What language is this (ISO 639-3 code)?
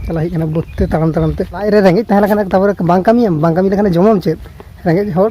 sat